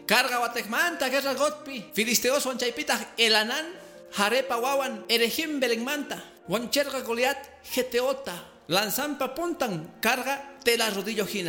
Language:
Quechua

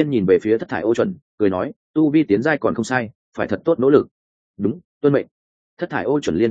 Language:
Vietnamese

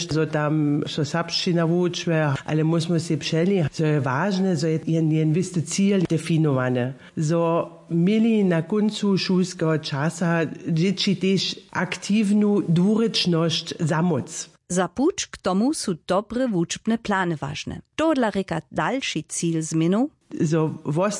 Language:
Upper Sorbian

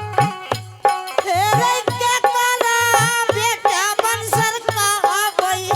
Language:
Angika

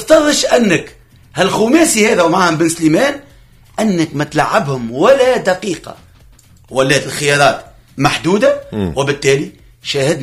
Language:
Tunisian Arabic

